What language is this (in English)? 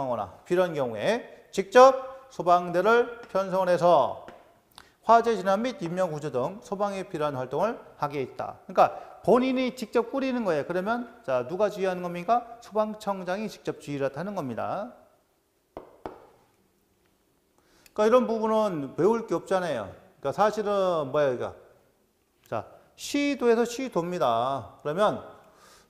Korean